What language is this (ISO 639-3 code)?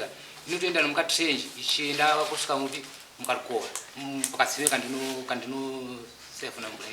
sna